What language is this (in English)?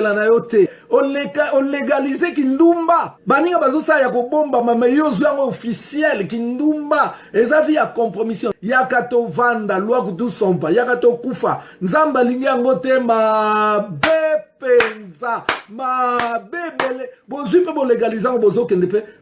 Lingala